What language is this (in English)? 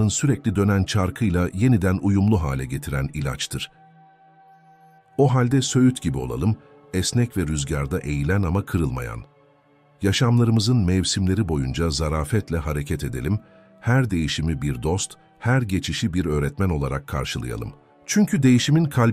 Turkish